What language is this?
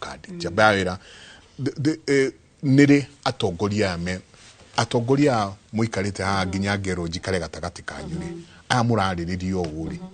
Kikuyu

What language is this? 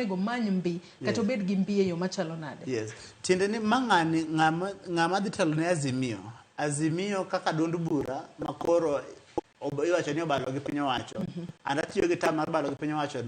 Luo (Kenya and Tanzania)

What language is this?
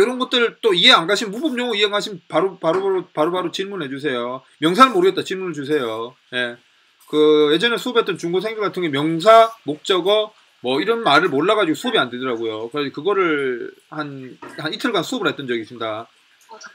Korean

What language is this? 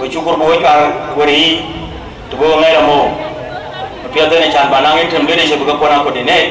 Dinka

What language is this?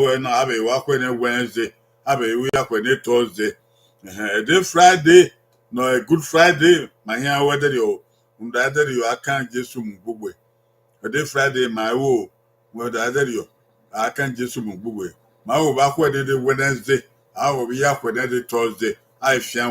Bini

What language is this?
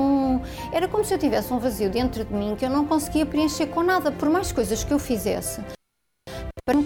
Portuguese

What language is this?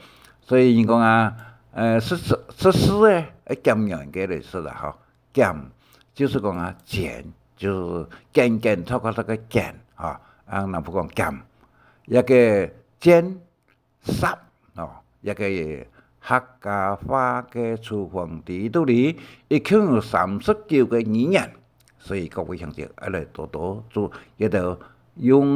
Hakka Chinese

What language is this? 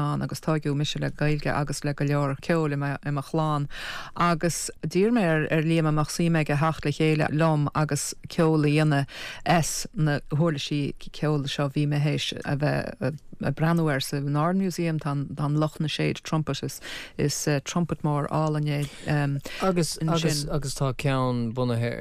Irish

